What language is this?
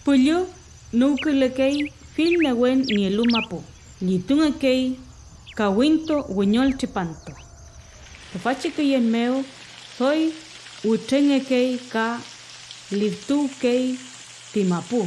Mapuche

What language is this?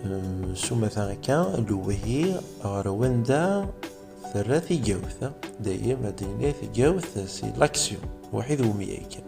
Kabyle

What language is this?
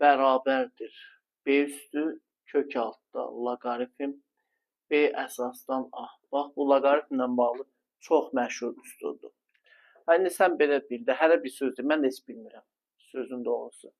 Azerbaijani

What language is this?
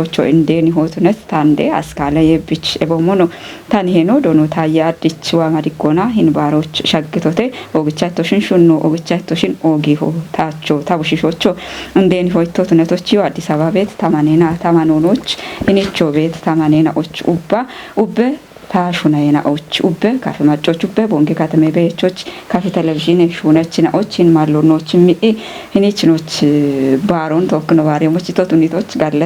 Kafa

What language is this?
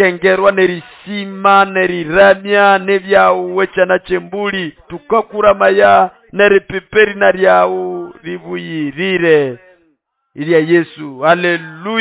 Nande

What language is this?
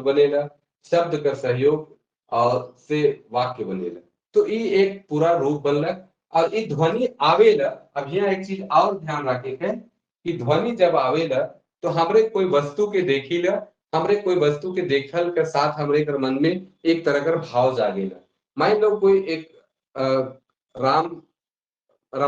Sadri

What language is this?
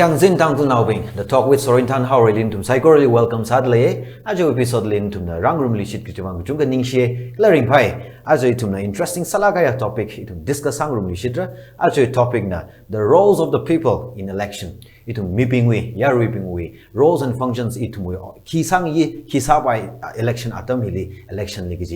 Tangkhul Naga (India)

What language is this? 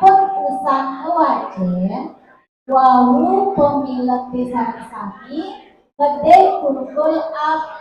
Balinese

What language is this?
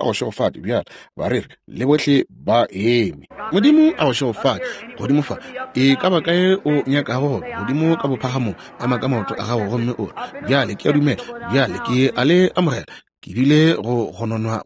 Northern Sotho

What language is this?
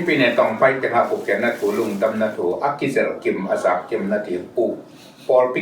Tedim Chin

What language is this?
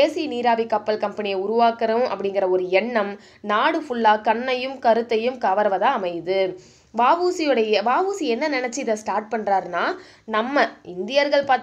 Tamil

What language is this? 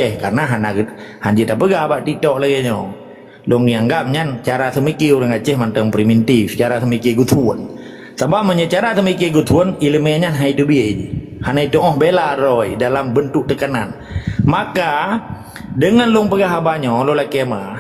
Achinese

